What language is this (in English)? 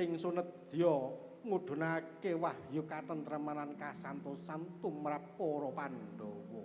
Javanese